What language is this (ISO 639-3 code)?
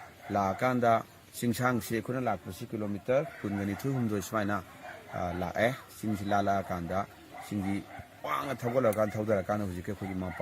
mni